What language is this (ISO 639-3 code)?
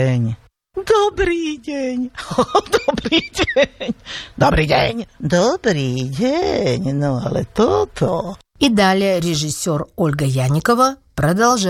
rus